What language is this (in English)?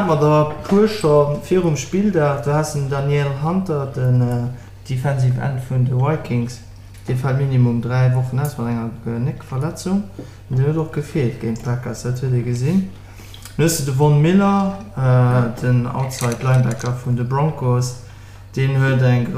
Luxembourgish